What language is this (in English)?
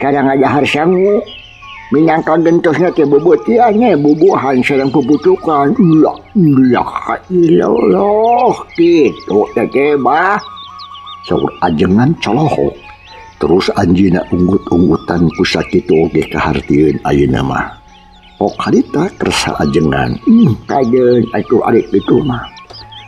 Sundanese